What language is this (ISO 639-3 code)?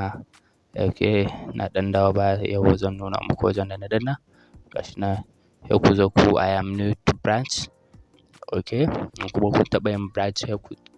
hau